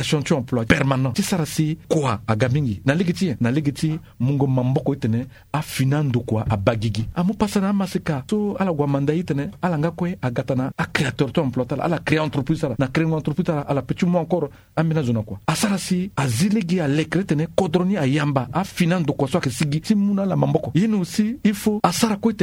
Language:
Sango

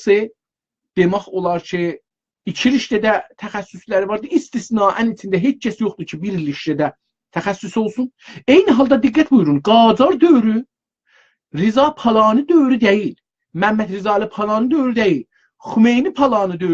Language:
South Azerbaijani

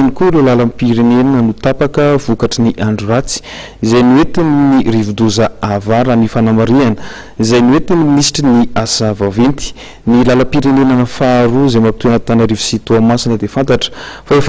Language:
Malagasy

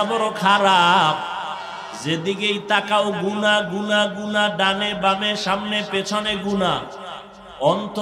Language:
Bangla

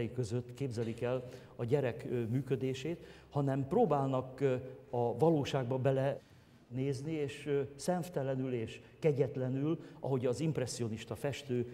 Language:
Hungarian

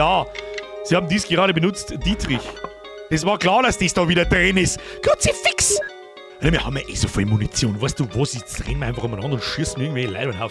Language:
Bavarian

